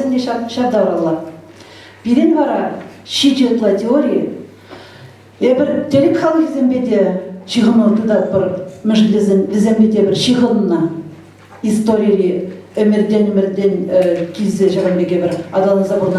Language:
Chuvash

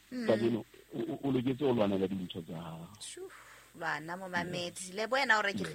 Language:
Southern Sotho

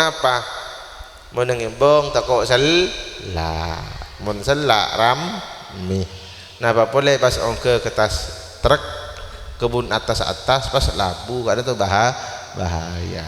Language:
Madurese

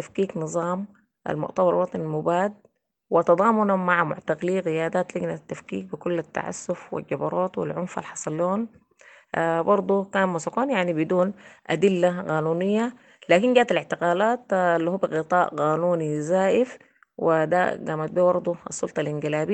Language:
Sudanese Arabic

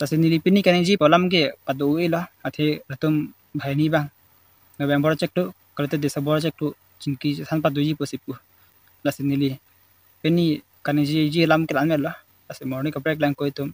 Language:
Karbi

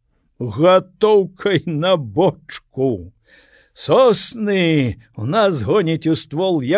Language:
Belarusian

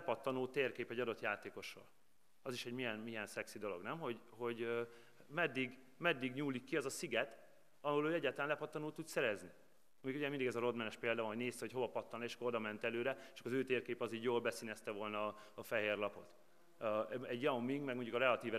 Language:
Hungarian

